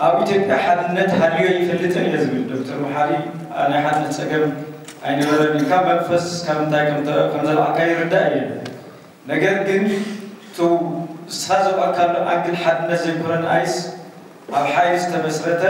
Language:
Tigrinya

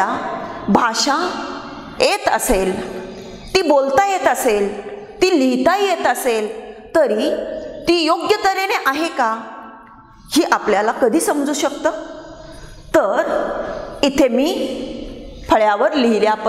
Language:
Marathi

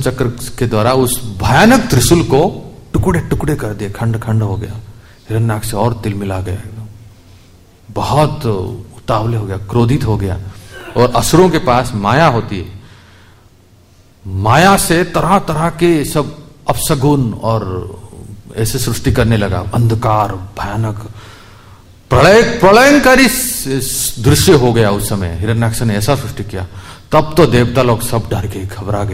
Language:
Hindi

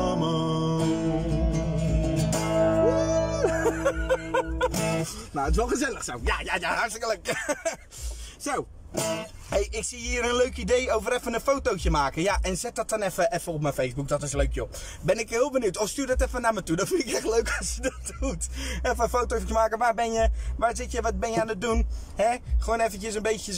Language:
Dutch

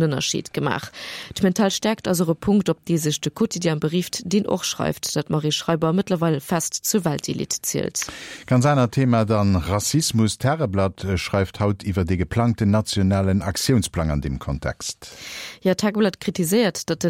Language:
Luxembourgish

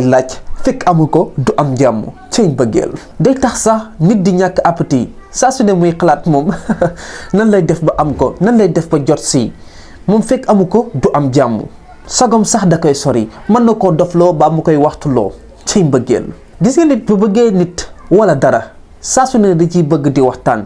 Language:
Wolof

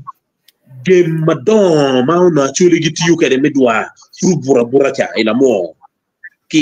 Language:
Acoli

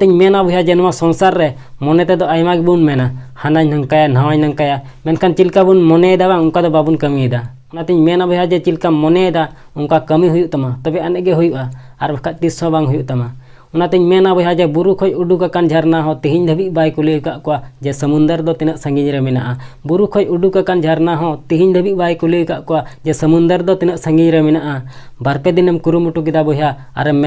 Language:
Santali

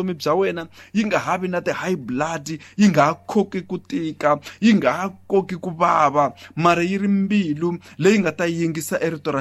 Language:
Tsonga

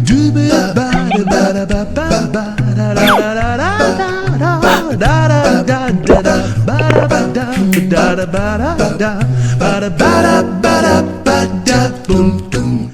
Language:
Tem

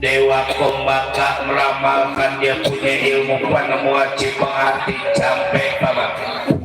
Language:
Betawi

